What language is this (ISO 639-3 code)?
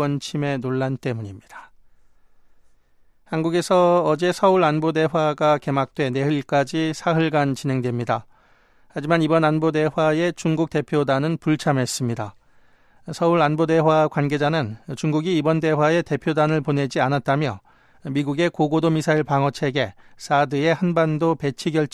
kor